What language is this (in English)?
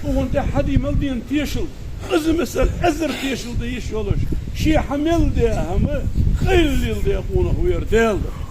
Ingush